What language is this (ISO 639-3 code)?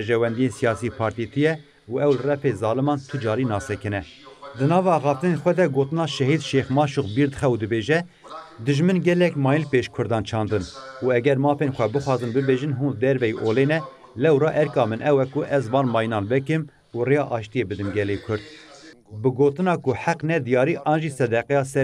kur